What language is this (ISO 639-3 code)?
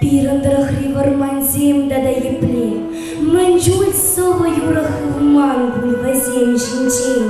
chv